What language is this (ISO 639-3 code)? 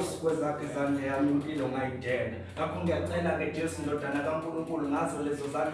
zul